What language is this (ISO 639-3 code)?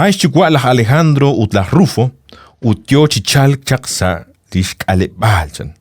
kek